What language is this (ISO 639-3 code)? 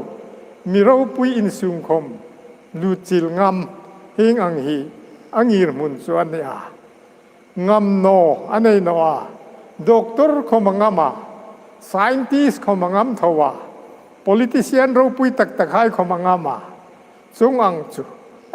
hmr